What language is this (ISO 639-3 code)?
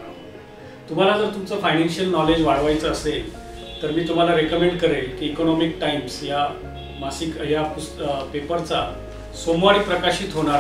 mar